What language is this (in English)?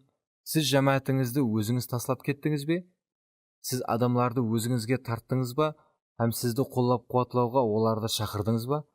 Kara-Kalpak